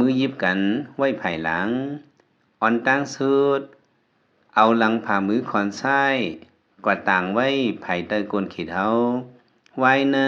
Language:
Lao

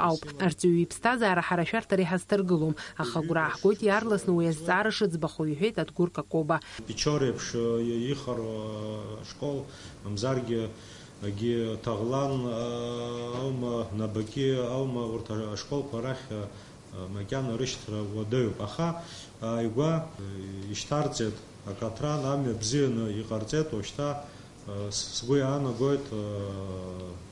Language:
Abkhazian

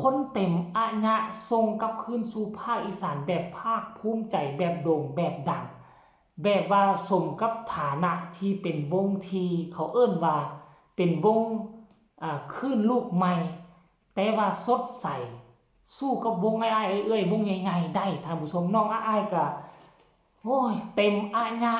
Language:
Northeastern Thai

